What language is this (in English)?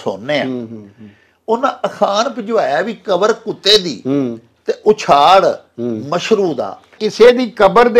Punjabi